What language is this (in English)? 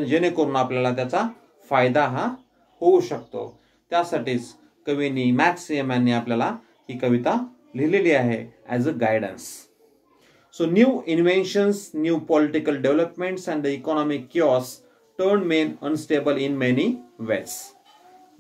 Marathi